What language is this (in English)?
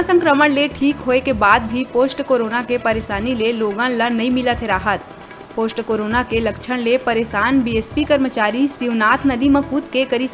Chhattisgarhi